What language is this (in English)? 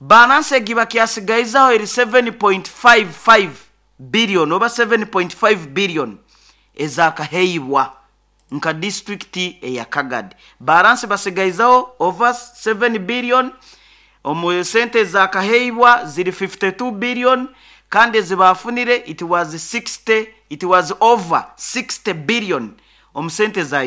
Nyoro